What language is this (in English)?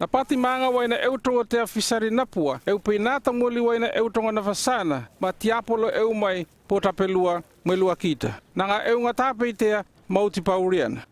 North Efate